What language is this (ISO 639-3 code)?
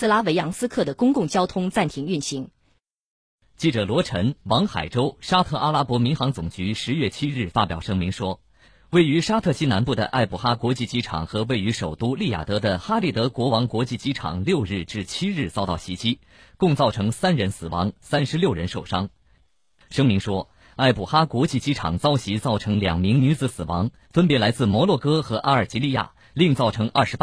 zho